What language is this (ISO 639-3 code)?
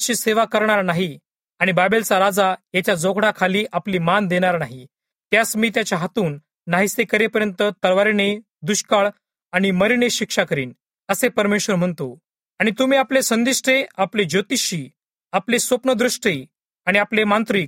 mar